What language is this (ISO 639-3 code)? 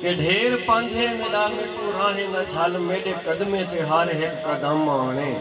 skr